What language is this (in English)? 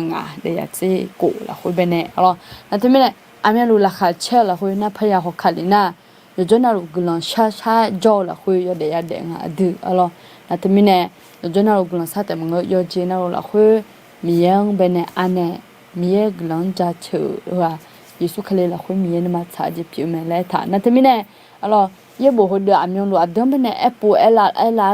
Akha